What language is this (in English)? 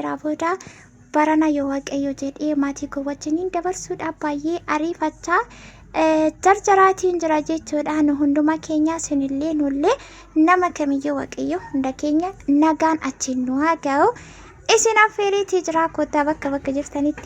Oromo